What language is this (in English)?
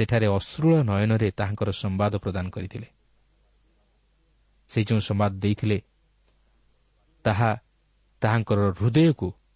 Odia